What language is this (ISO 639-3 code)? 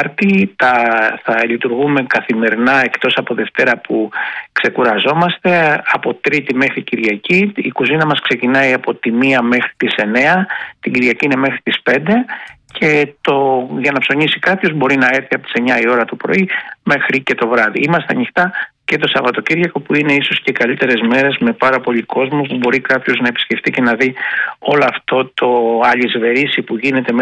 ell